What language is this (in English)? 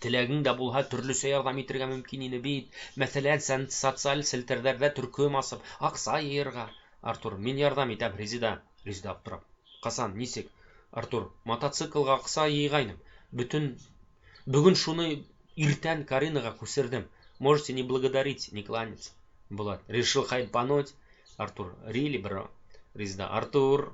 Bashkir